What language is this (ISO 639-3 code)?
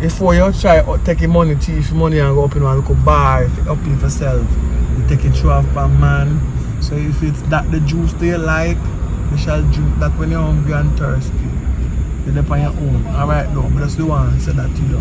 jam